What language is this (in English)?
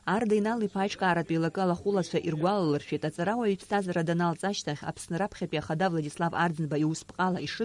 Abkhazian